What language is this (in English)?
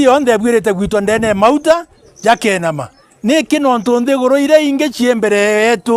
Meru